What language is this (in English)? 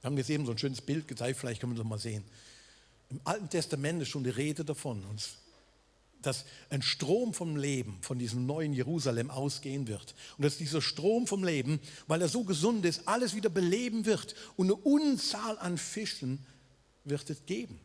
Swiss German